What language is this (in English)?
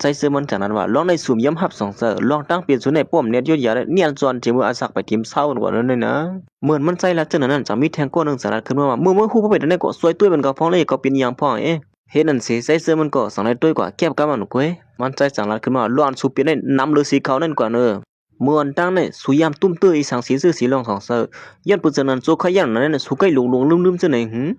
Shan